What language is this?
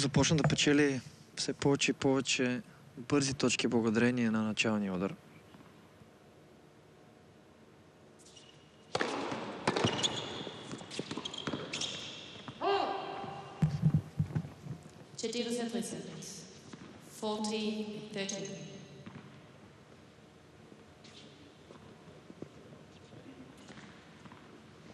Bulgarian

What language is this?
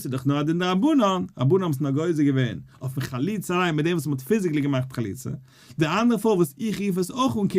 Yiddish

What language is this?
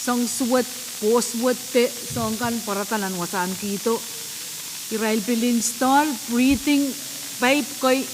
Pohnpeian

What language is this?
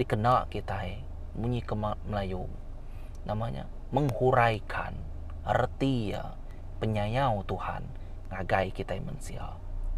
Iban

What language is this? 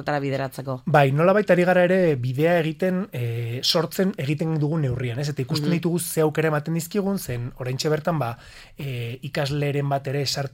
Basque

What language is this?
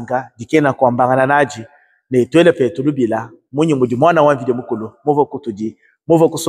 Luba-Lulua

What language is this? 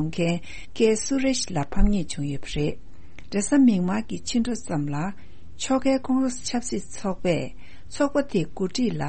Tibetan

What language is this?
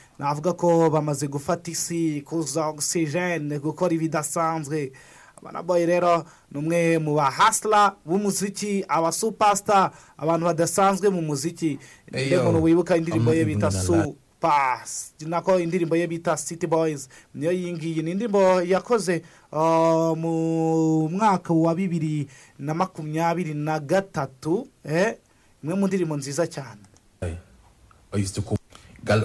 Kinyarwanda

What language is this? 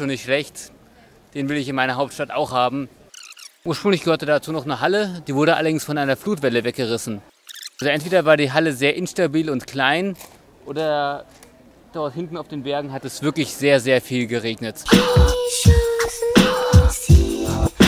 German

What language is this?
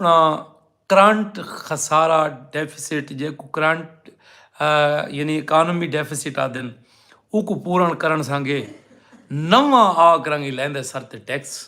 Saraiki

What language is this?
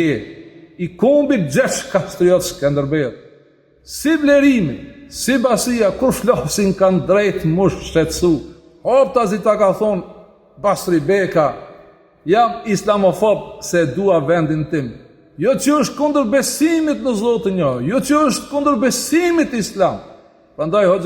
Albanian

